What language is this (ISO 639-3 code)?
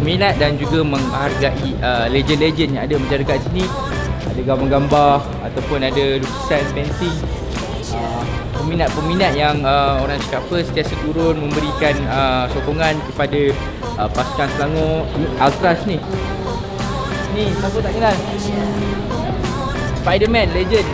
msa